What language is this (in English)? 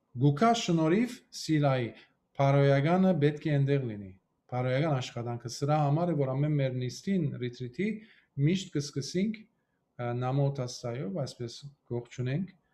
Western Armenian